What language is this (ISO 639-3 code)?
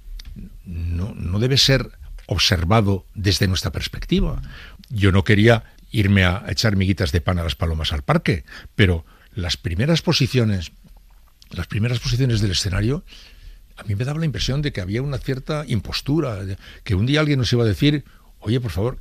spa